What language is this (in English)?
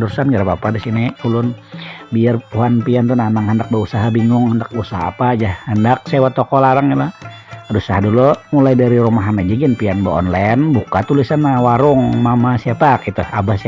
Banjar